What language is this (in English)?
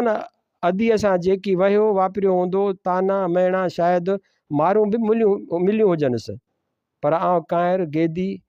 Sindhi